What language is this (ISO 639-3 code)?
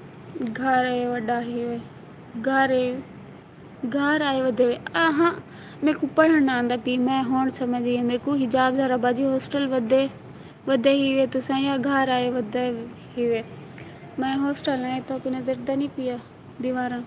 skr